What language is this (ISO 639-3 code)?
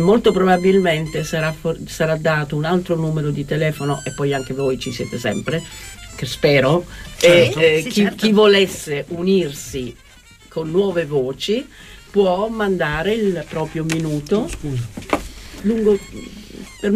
ita